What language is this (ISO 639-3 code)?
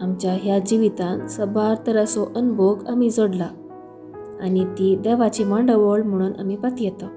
kok